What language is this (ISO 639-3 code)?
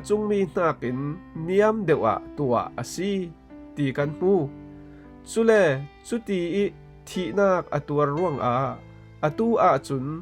cfm